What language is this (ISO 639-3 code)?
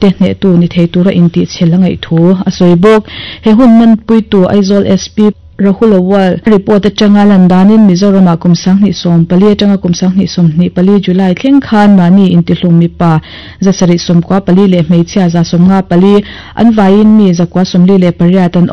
lus